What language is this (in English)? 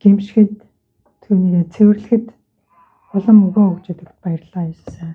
Mongolian